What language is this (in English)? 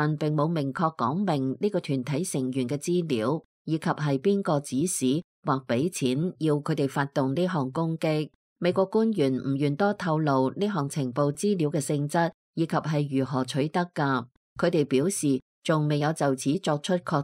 Cantonese